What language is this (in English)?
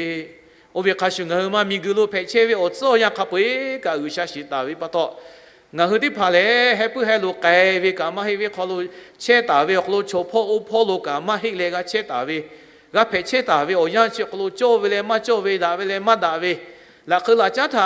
Lahu